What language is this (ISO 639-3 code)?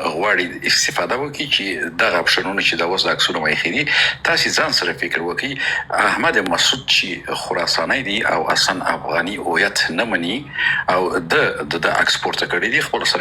pus